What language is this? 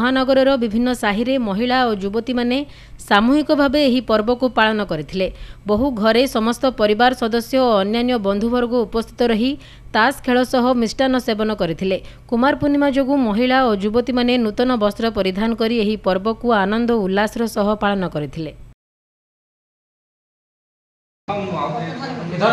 Odia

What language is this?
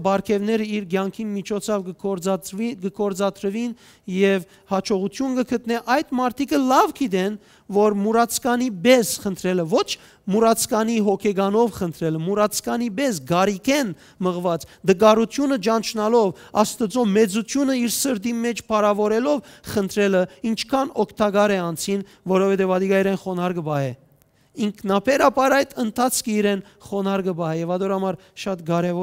Western Armenian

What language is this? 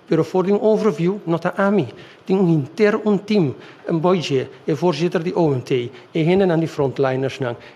Papiamento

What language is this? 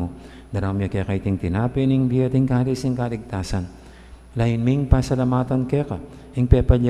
Pampanga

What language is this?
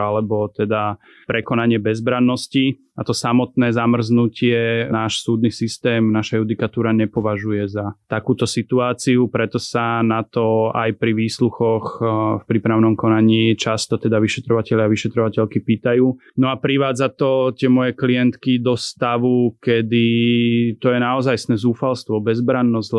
Slovak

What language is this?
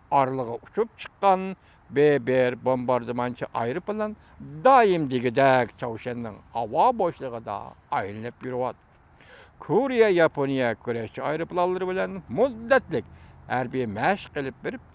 Uyghur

